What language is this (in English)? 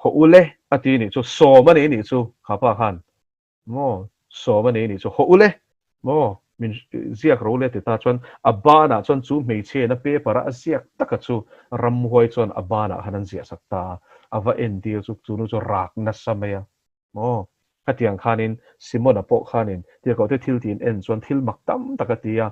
Mizo